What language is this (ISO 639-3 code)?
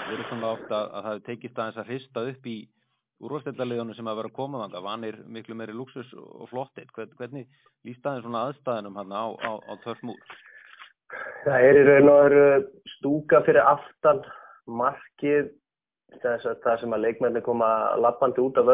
isl